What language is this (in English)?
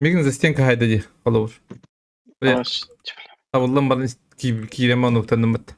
Yakut